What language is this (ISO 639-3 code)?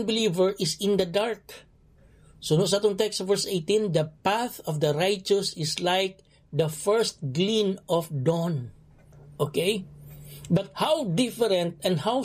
hil